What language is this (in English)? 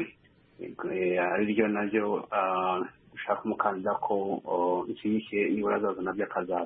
Kinyarwanda